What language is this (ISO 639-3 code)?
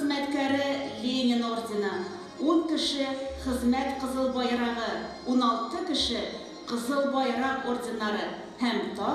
tat